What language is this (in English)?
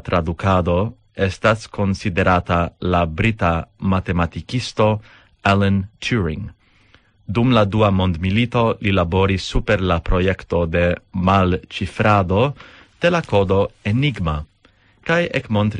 Esperanto